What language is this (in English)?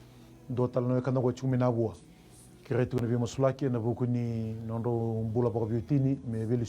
Fijian